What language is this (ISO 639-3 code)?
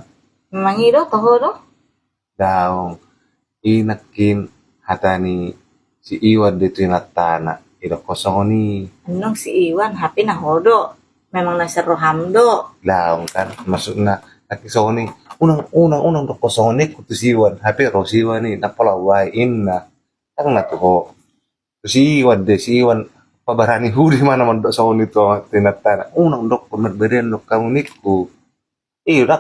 bbc